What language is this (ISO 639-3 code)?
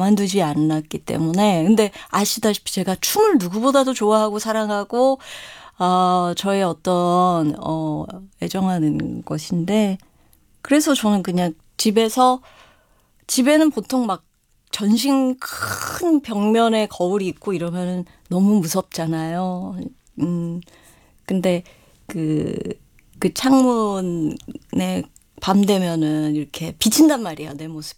kor